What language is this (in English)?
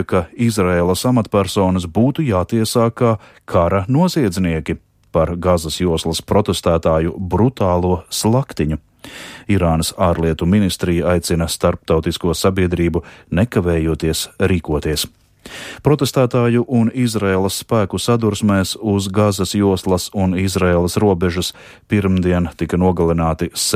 Latvian